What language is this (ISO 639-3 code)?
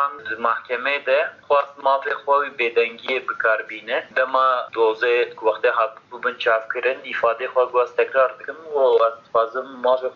kur